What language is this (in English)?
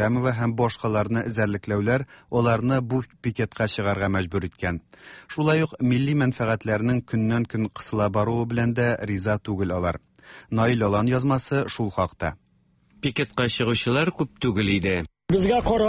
Tatar